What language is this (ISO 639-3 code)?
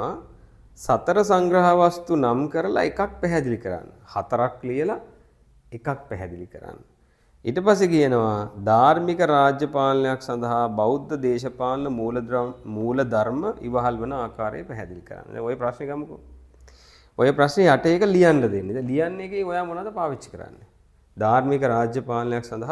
sin